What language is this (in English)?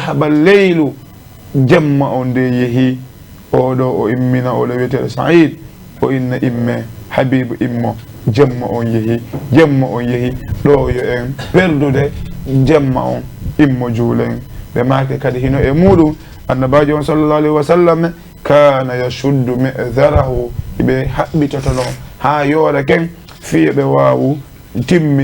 Fula